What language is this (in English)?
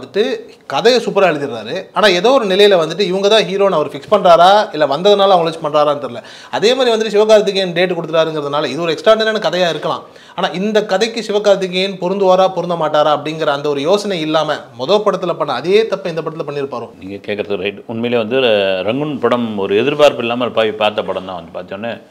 Tamil